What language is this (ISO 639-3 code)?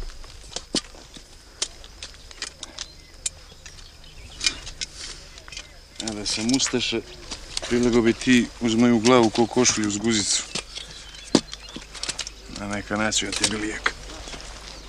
hrv